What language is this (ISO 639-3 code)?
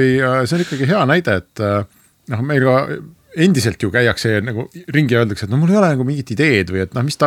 est